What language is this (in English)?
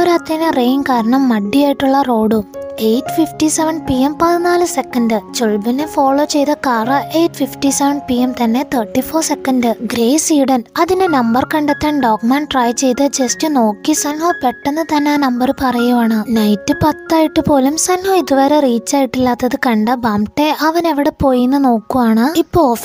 Malayalam